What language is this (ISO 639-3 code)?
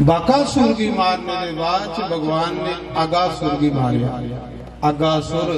doi